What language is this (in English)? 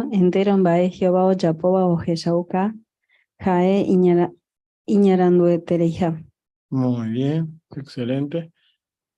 Guarani